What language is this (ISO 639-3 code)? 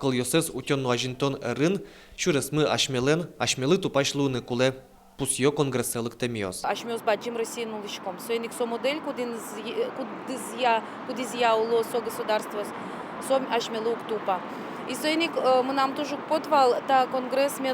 udm